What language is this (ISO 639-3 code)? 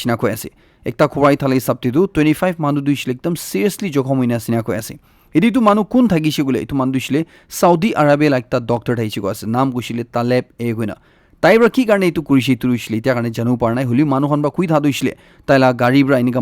nag